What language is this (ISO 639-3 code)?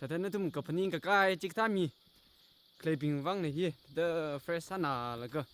nmf